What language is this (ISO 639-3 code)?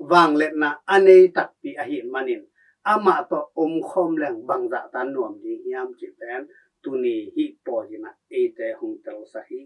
ctd